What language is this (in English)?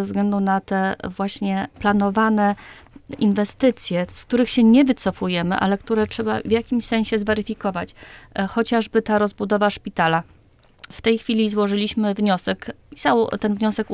Polish